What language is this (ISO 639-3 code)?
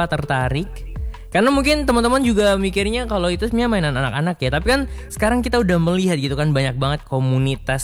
ind